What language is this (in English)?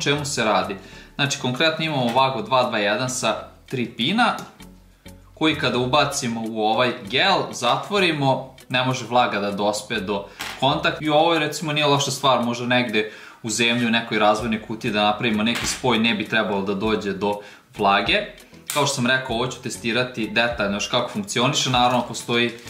Serbian